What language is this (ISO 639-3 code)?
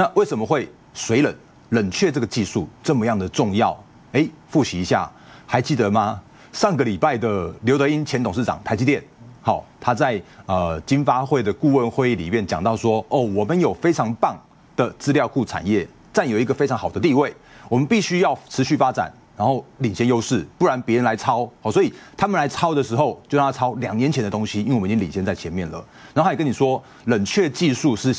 zho